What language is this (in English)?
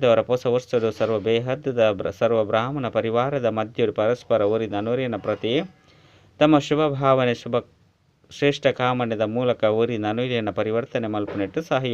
Tulu